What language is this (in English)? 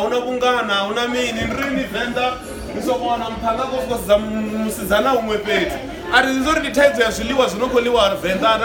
Venda